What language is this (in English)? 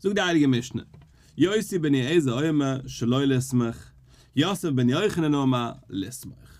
Yiddish